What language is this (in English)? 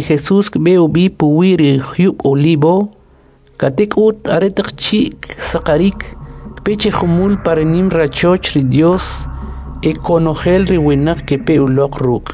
Kʼicheʼ